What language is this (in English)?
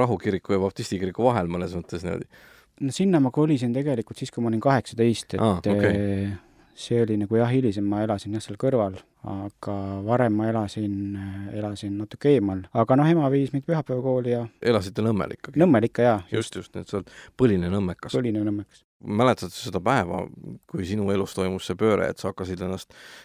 Estonian